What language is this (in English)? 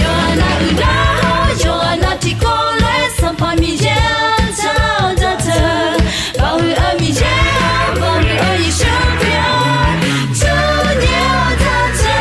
Akha